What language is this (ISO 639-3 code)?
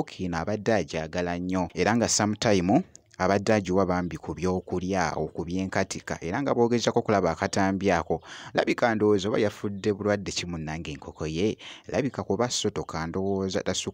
lug